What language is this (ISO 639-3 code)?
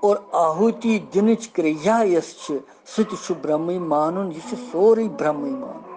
kas